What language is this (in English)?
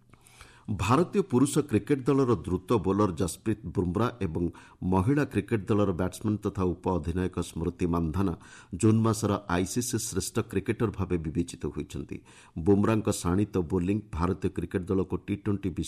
Odia